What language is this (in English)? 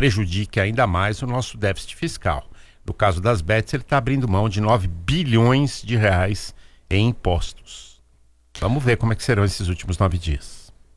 Portuguese